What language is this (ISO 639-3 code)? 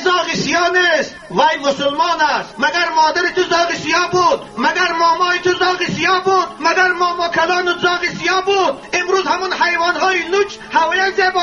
tgk